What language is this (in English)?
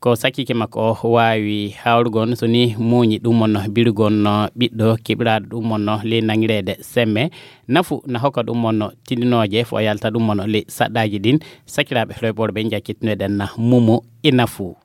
Fula